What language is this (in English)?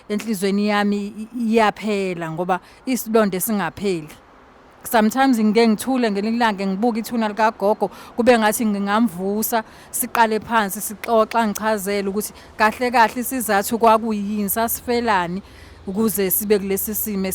Zulu